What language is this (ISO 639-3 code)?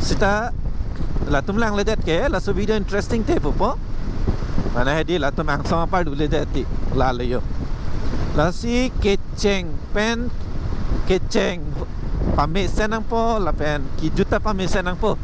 mjw